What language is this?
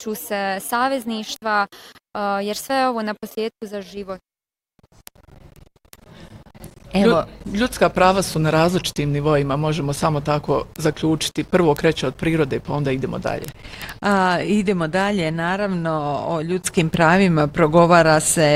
Bosnian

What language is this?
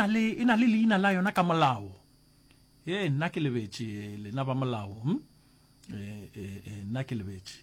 Northern Sotho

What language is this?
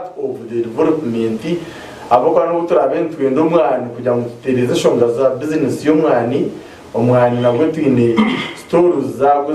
Nyankole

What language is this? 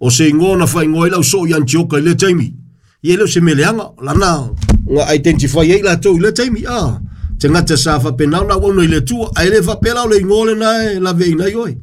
Samoan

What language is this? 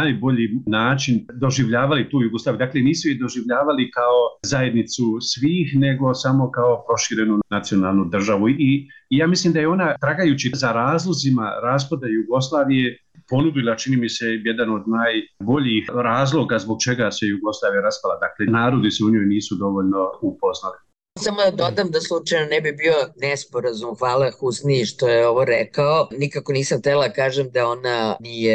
Bosnian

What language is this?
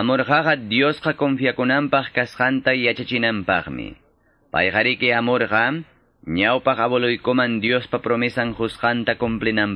Quechua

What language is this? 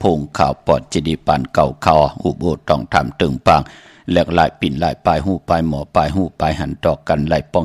Shan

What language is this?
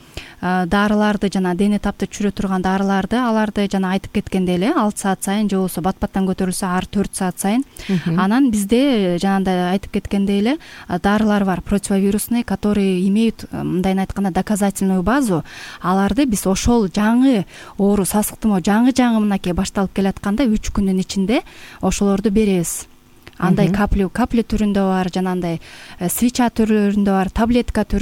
Kyrgyz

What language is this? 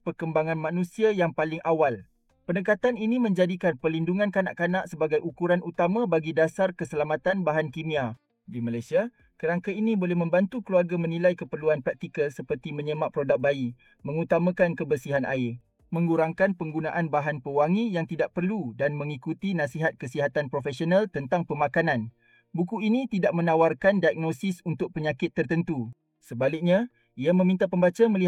Malay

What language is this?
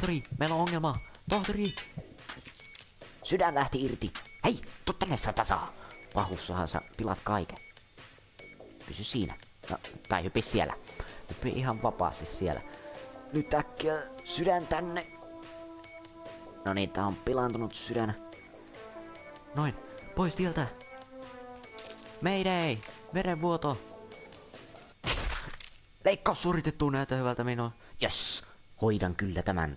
Finnish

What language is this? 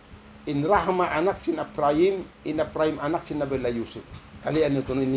Tausug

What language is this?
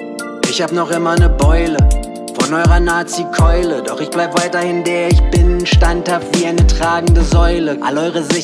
German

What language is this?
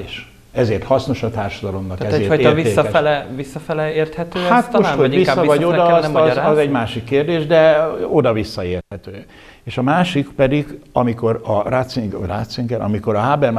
Hungarian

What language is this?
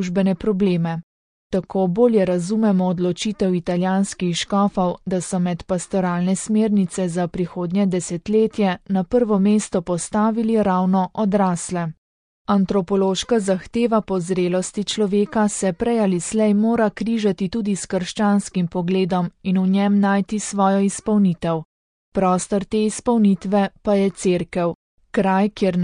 Slovenian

